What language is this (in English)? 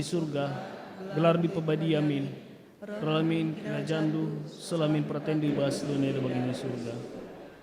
Batak Karo